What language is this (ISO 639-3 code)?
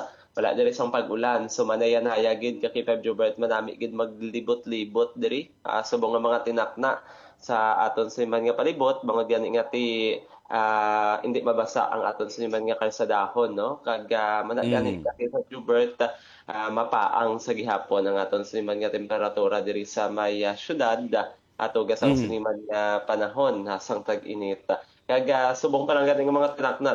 hil